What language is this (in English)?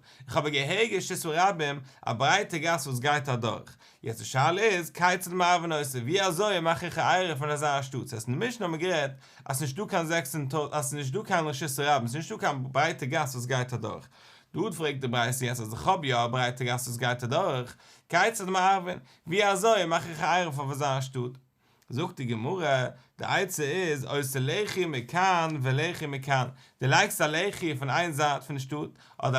Yiddish